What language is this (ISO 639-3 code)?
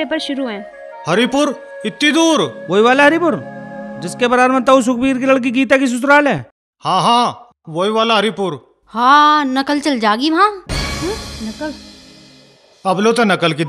bgc